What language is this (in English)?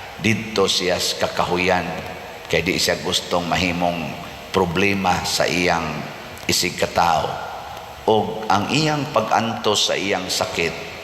Cebuano